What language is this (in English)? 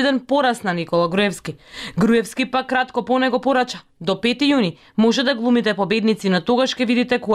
Macedonian